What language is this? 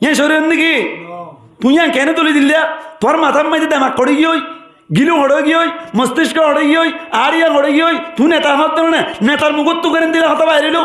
Rohingya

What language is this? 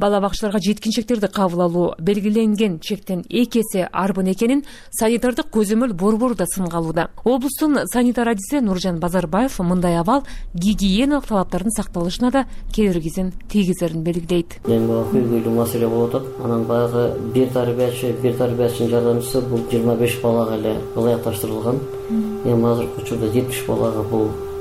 Kyrgyz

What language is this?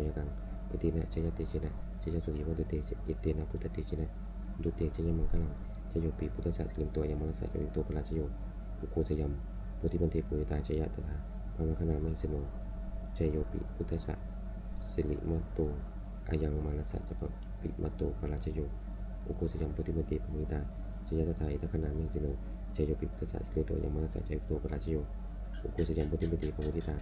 Pali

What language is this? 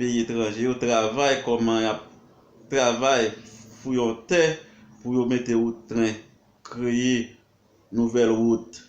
Haitian Creole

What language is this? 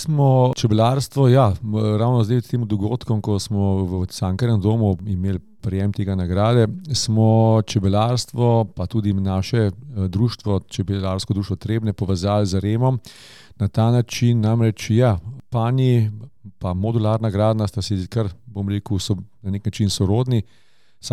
Slovenian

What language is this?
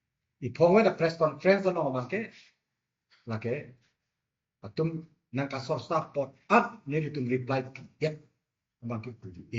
Karbi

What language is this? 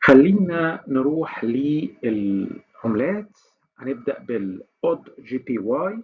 Egyptian Arabic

